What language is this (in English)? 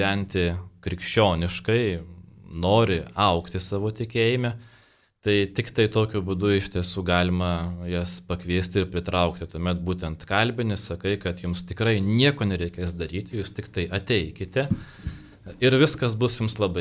Lithuanian